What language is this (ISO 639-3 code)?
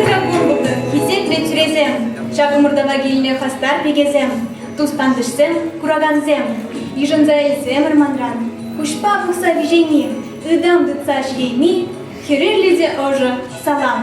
chv